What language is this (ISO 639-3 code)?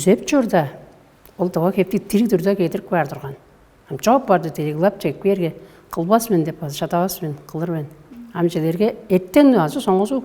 tyv